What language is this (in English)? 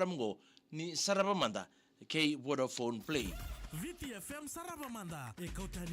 Fijian